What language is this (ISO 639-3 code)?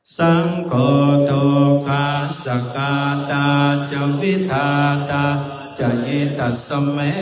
pli